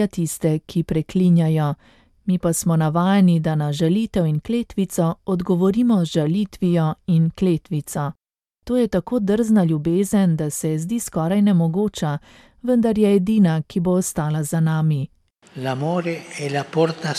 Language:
Slovenian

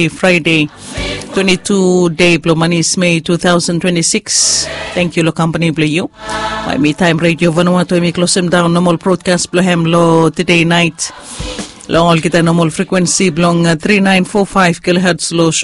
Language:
Bislama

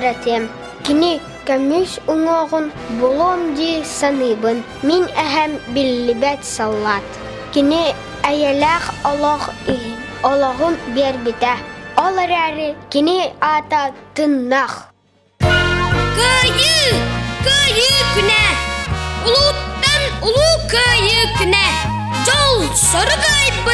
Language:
Yakut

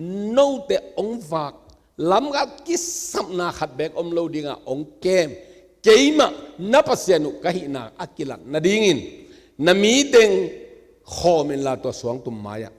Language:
Tedim Chin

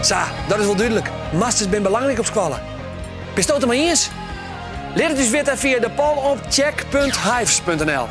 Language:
Western Frisian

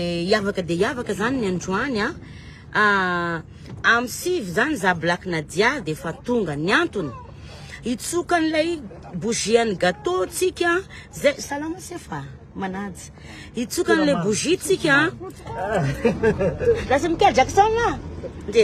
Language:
Malagasy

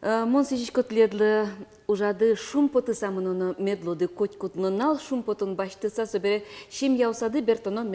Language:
Udmurt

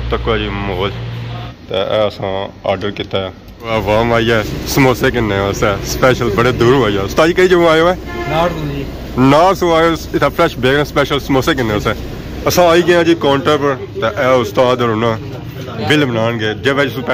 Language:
Pahari-Potwari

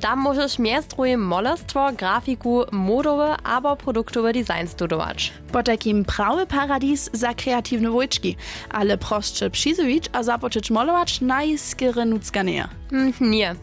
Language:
Upper Sorbian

